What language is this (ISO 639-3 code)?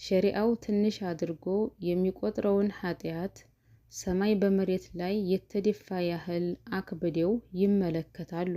amh